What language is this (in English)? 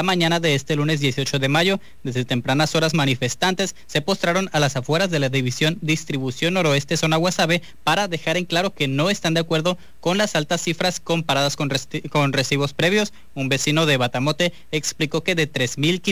Spanish